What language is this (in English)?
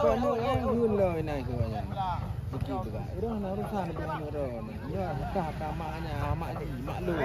Achinese